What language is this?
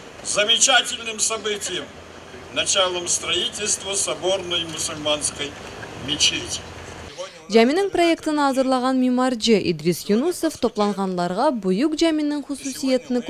Crimean Tatar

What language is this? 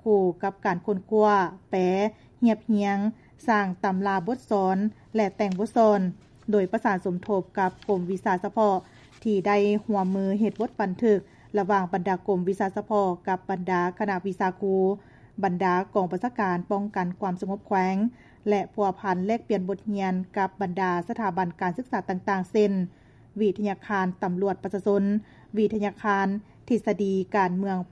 Lao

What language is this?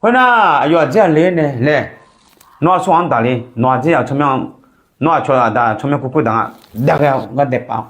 Akha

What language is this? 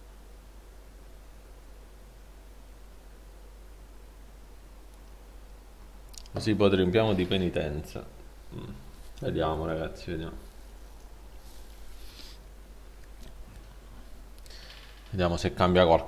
Italian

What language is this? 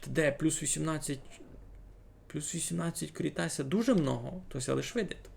Rusyn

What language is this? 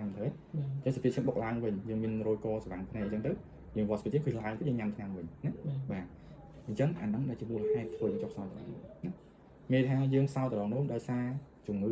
Khmer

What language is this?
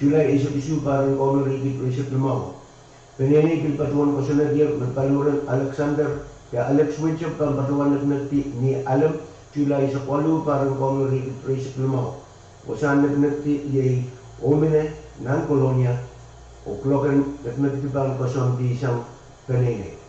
Pohnpeian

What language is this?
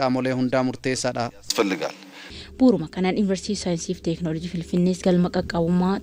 Oromo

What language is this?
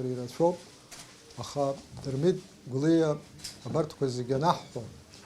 Abkhazian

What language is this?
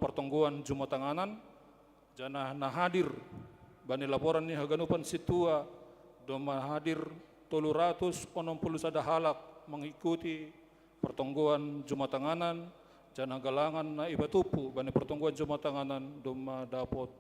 Batak Simalungun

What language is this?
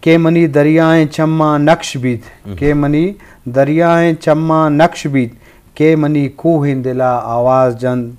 Eastern Balochi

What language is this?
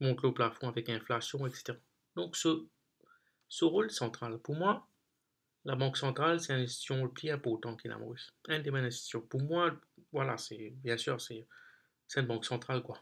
Morisyen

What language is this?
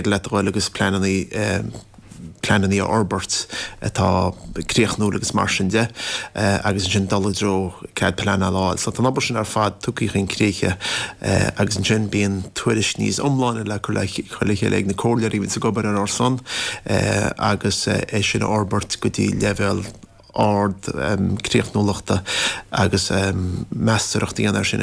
Irish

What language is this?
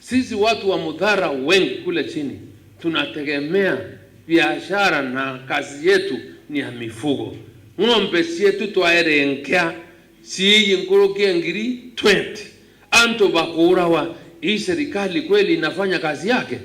Meru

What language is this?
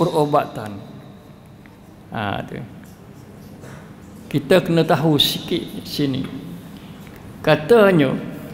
Malay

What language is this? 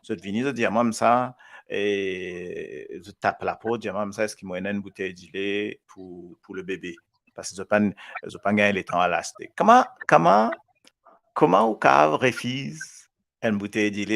Morisyen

